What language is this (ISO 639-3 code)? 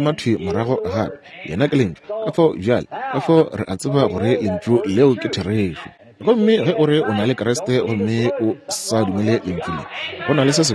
nso